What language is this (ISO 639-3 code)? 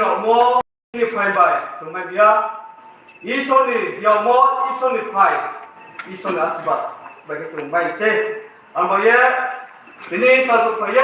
ria